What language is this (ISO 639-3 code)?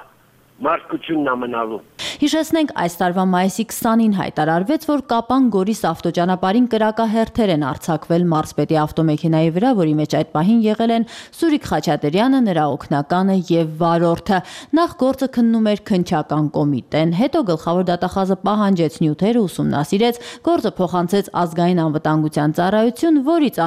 hye